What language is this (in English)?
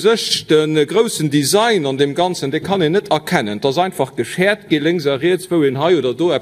Luxembourgish